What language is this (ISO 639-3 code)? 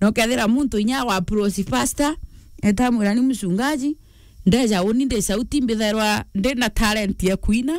mer